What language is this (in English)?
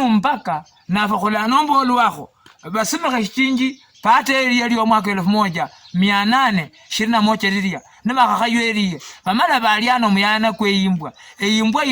Luyia